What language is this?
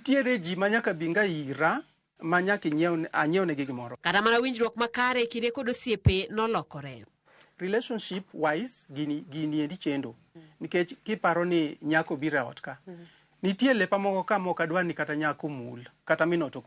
Luo (Kenya and Tanzania)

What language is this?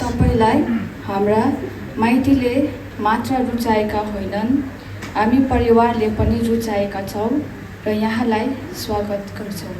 Nepali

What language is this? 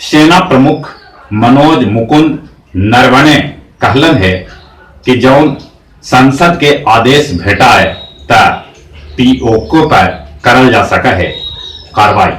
Magahi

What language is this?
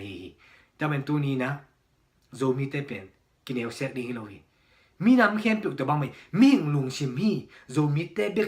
Tedim Chin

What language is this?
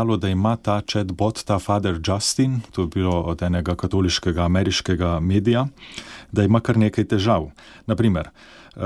Slovenian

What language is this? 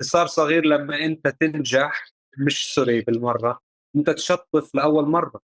North Levantine Arabic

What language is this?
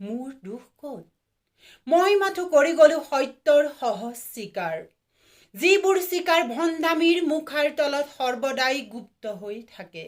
Assamese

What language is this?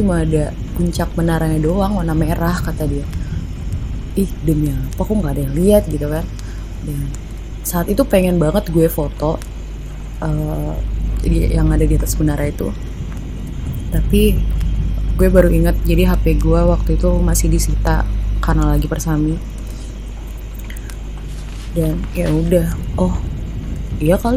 Indonesian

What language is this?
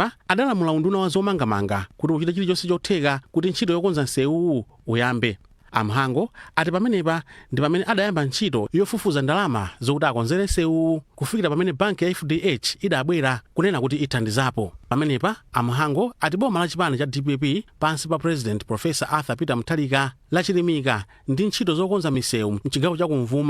Nyanja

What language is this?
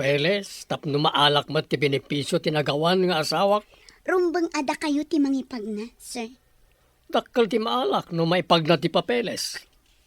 Iloko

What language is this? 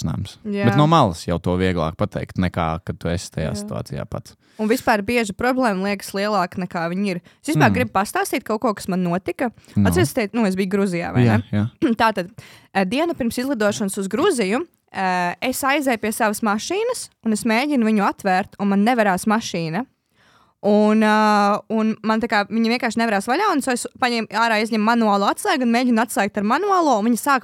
Latvian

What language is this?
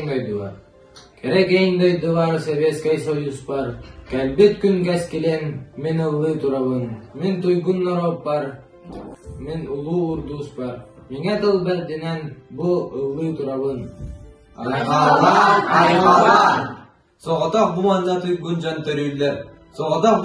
Yakut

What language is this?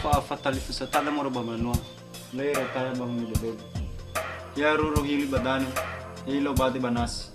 Nias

